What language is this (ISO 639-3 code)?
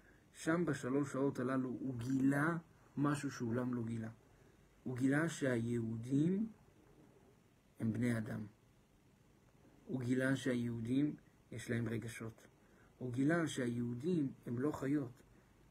heb